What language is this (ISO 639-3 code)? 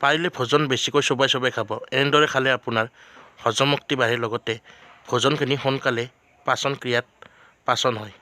asm